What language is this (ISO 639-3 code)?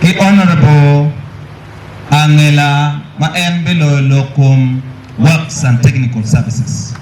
ach